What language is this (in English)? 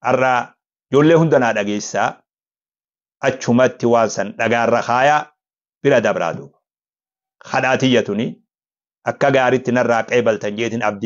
Oromo